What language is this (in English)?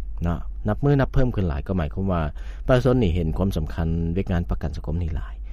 Lao